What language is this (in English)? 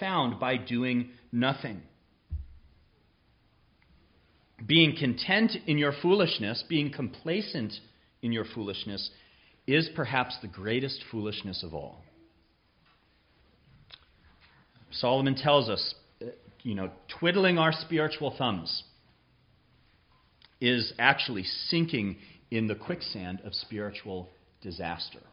English